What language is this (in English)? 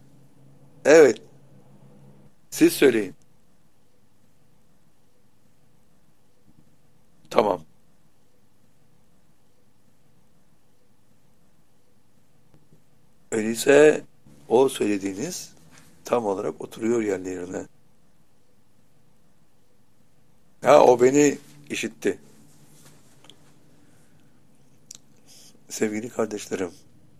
Turkish